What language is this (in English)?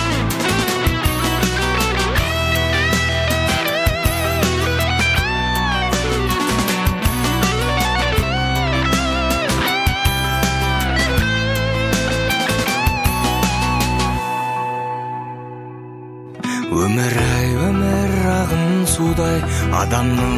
Kazakh